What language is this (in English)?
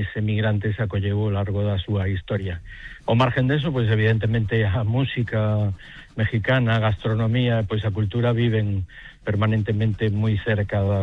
Galician